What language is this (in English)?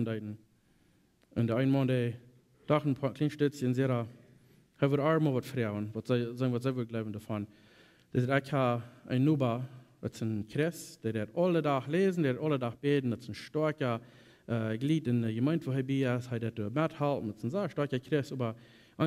Plautdietsch